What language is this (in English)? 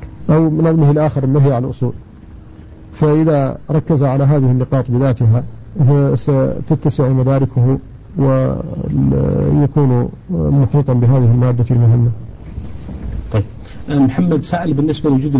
Arabic